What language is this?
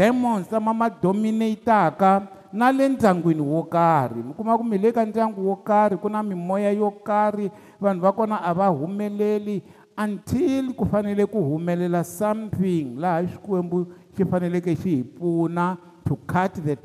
Tsonga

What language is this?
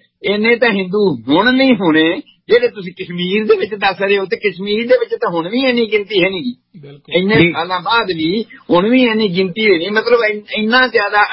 Punjabi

